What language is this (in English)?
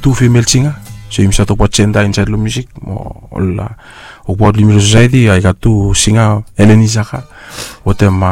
Bislama